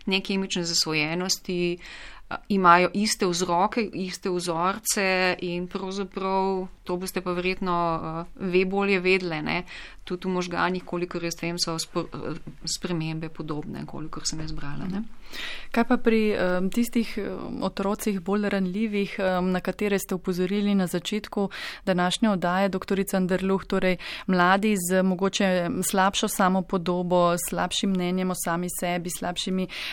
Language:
Slovenian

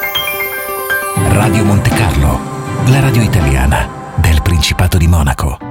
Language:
Italian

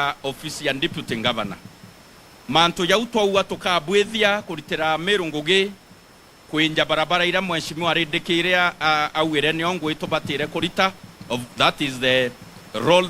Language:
Meru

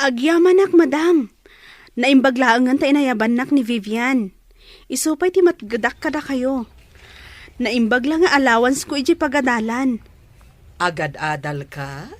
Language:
Iloko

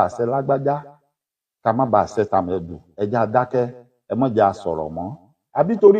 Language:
Yoruba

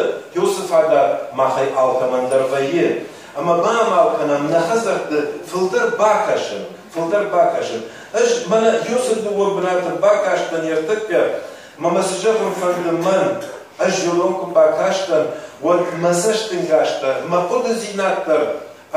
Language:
Ossetic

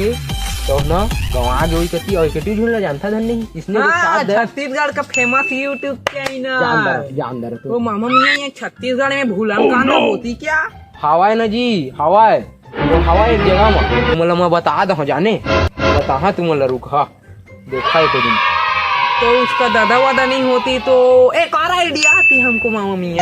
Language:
Chhattisgarhi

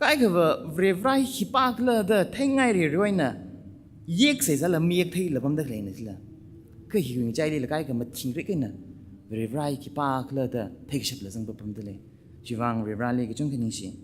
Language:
Tangkhul Naga (India)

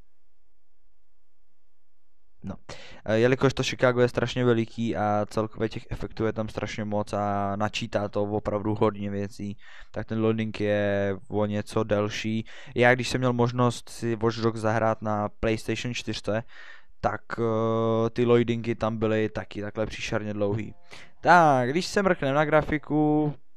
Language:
Czech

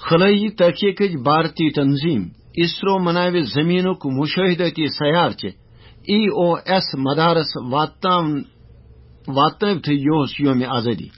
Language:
Kashmiri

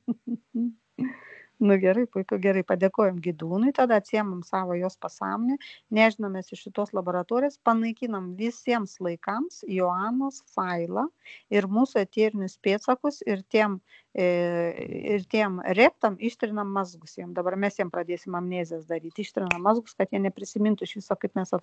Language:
Lithuanian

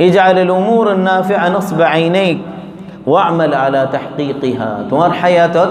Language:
Rohingya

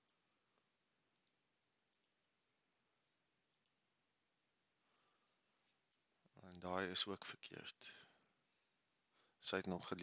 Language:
Afrikaans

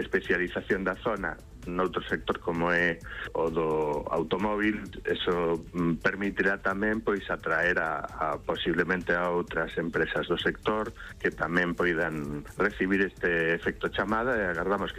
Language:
Galician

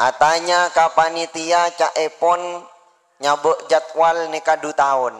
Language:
Madurese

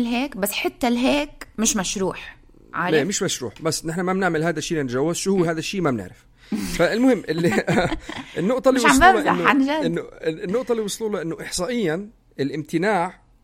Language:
North Levantine Arabic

